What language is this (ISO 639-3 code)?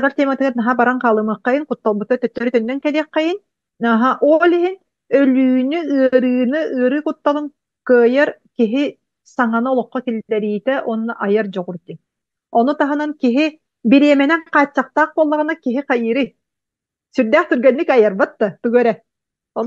sah